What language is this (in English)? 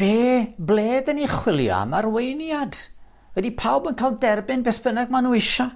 Welsh